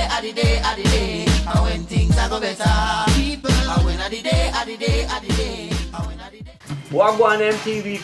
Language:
Jamaican Creole English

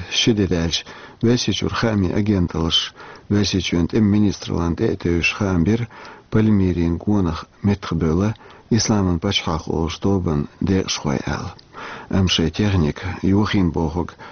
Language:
Chechen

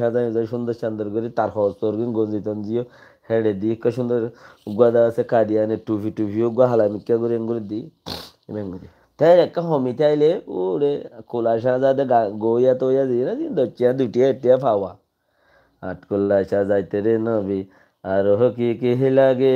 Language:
Rohingya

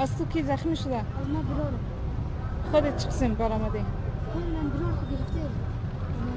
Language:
Persian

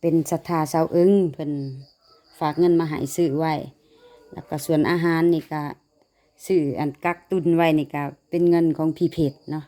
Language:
Lao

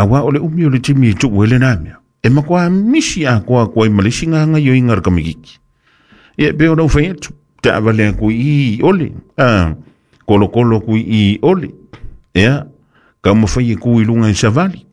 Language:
Samoan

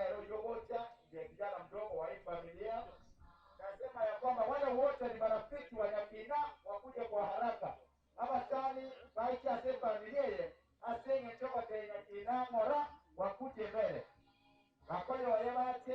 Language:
Gusii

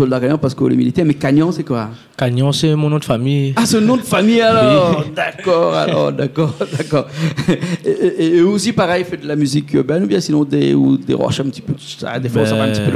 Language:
Réunion Creole French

